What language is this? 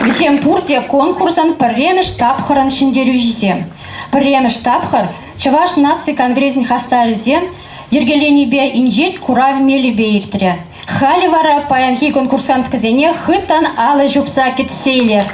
Chuvash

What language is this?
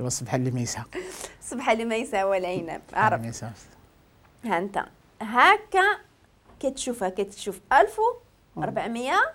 Moroccan Arabic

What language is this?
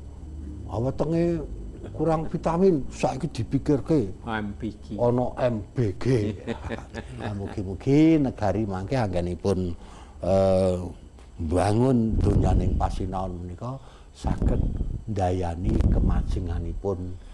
Javanese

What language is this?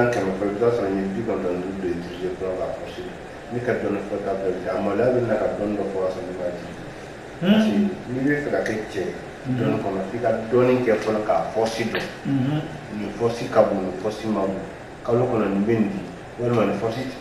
Bambara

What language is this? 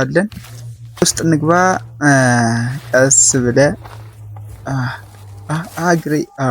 Amharic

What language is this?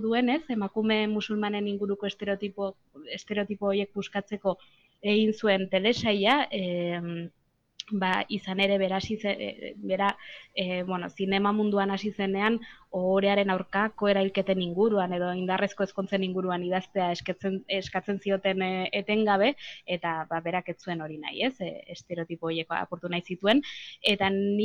Basque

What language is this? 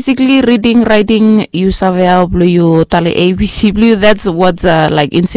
Bislama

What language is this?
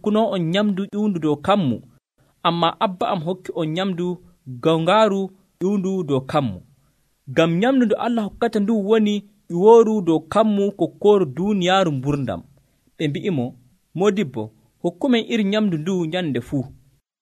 Nigerian Fulfulde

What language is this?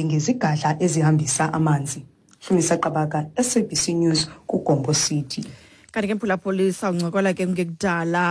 Xhosa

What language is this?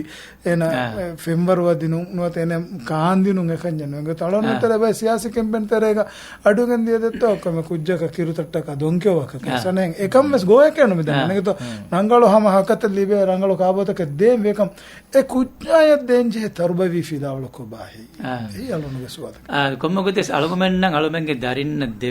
Divehi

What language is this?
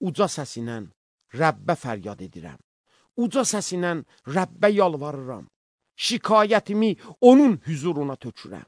Azerbaijani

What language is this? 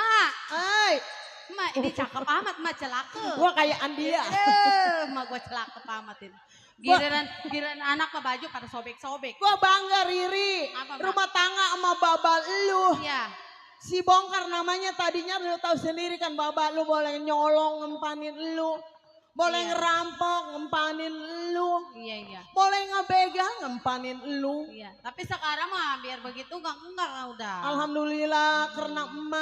Betawi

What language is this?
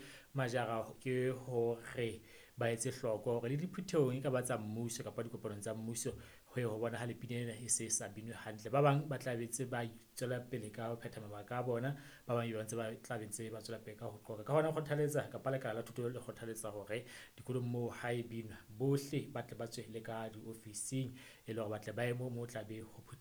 Southern Sotho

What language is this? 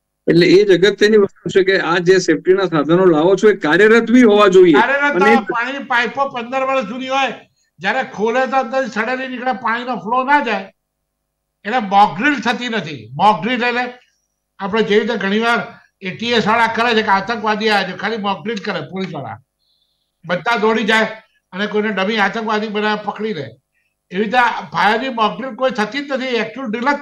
Gujarati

